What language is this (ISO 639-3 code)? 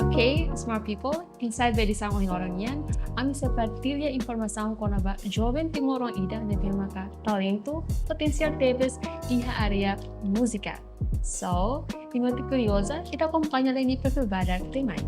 tet